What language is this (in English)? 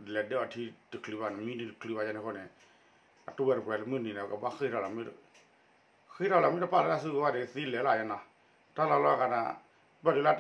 S'gaw Karen